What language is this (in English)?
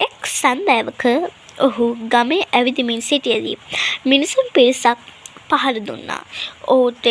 Sinhala